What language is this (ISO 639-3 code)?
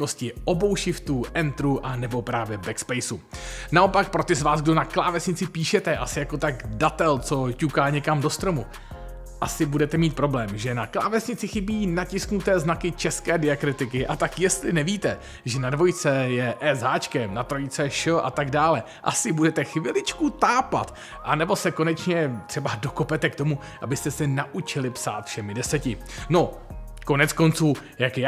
ces